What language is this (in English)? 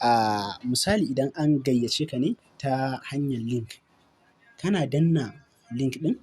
Hausa